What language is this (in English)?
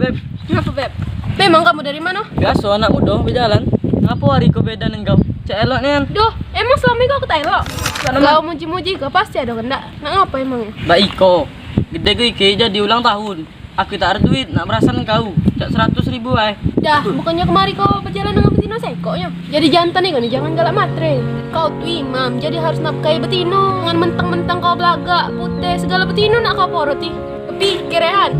Musi